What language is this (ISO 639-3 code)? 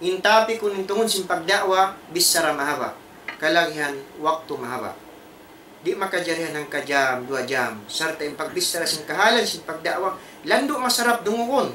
tsg